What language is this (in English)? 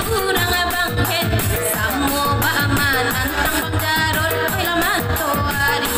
Minangkabau